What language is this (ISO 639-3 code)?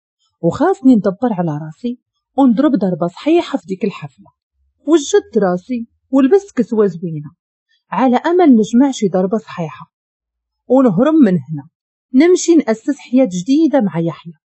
ary